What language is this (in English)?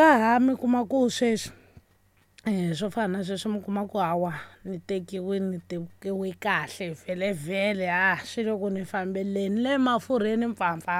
Tsonga